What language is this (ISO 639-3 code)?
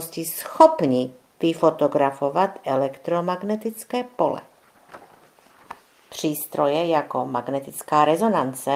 ces